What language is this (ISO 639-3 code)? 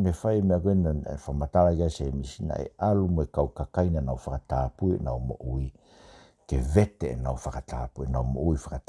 ton